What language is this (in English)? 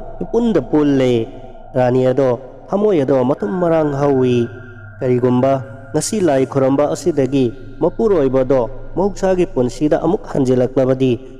Manipuri